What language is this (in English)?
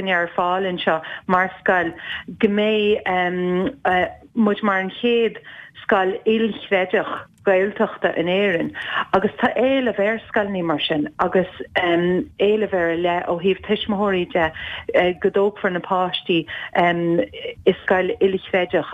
Irish